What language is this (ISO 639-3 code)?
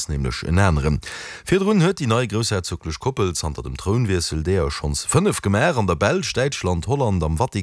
ltz